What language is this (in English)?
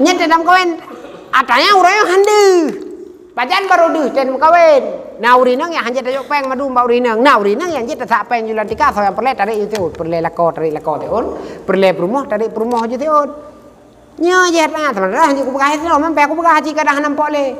Achinese